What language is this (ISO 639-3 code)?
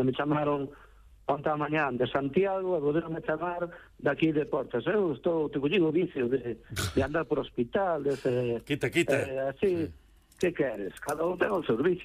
glg